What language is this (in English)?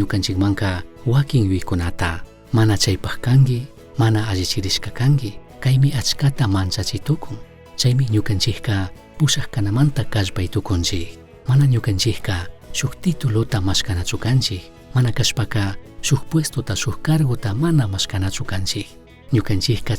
Chimborazo Highland Quichua